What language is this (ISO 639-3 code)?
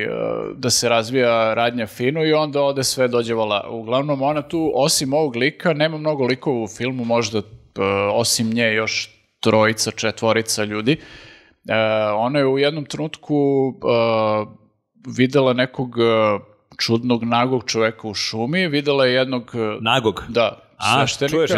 srp